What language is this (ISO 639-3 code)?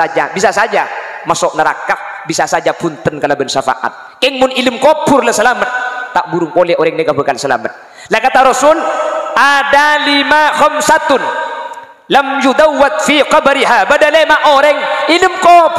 mad